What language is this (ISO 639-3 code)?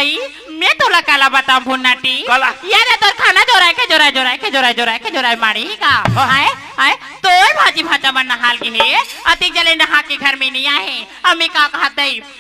hne